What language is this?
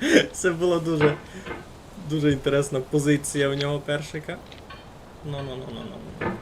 Rusyn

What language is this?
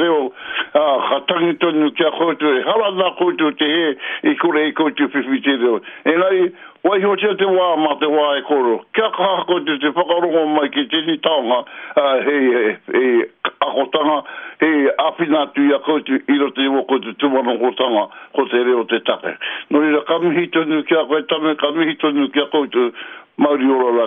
Māori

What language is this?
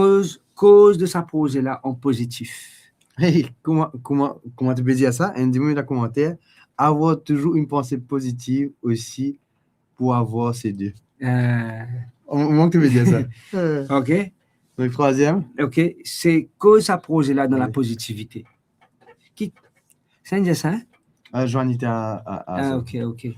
Morisyen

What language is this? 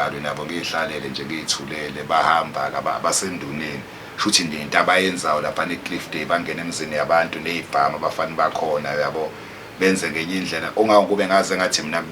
Zulu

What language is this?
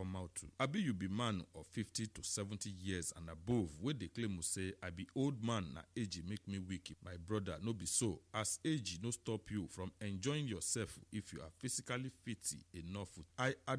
Nigerian Pidgin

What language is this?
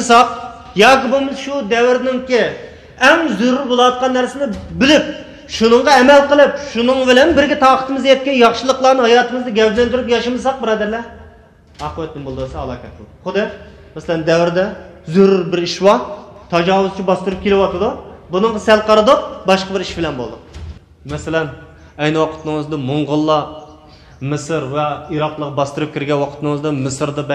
Uyghur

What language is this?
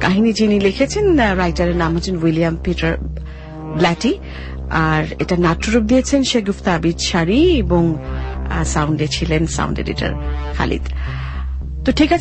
Bangla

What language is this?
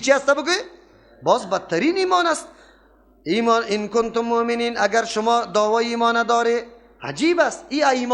Persian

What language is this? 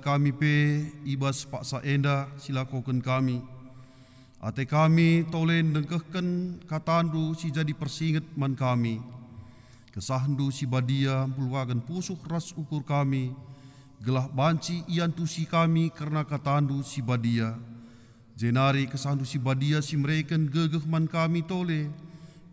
Batak Karo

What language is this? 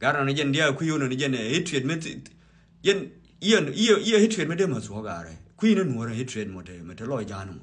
Nuer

